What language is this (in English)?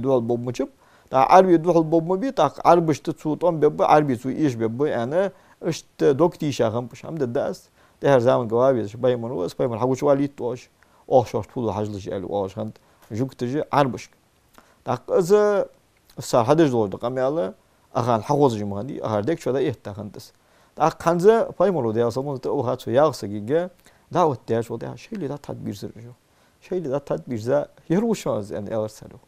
Ingush